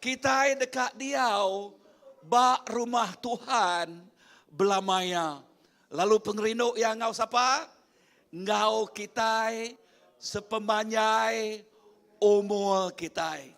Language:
Iban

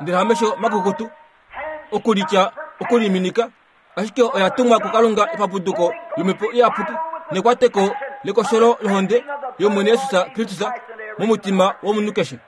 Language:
Kuanyama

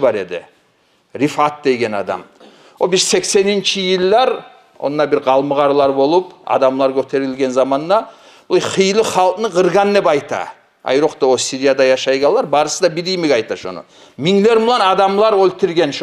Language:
Kumyk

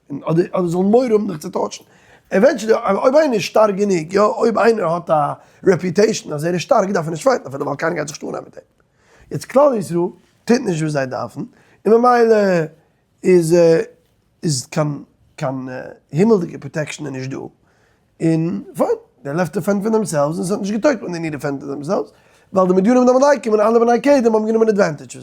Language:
Yiddish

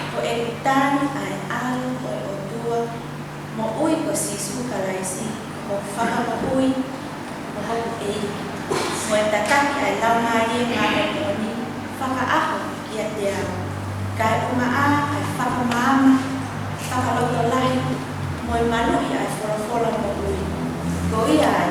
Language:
Tongan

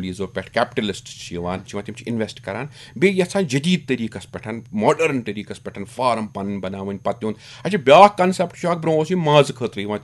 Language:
Kashmiri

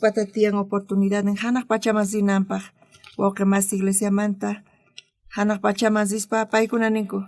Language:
South Bolivian Quechua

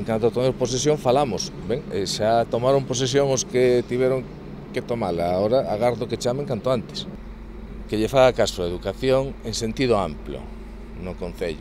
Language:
Galician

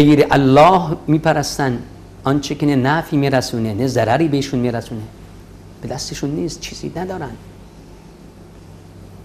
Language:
Persian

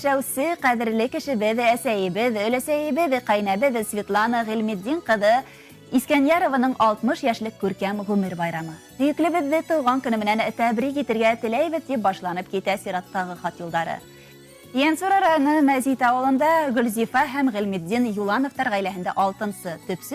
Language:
Bashkir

